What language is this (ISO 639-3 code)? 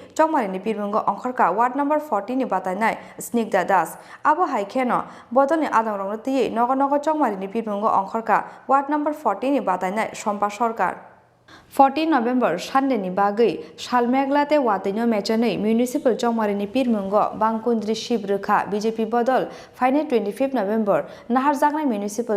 trp